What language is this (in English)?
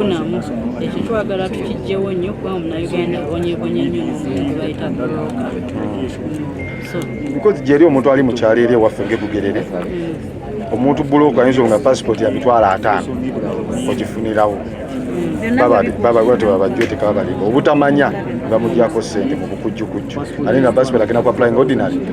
Ganda